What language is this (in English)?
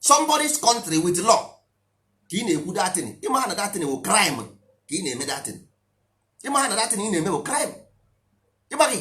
Igbo